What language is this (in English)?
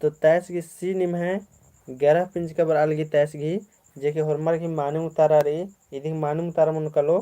Kurukh